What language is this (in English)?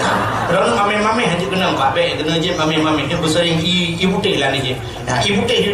Achinese